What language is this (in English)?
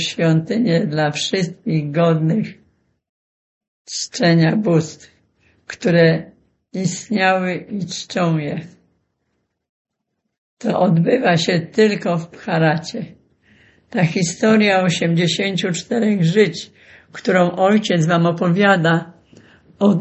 Polish